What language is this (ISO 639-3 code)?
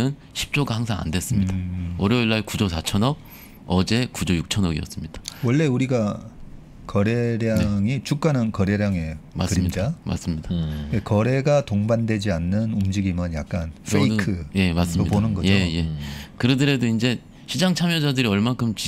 kor